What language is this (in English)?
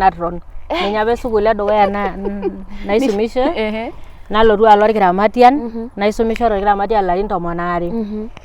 Masai